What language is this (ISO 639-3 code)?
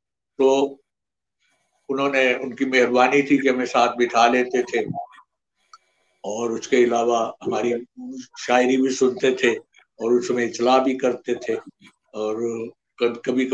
urd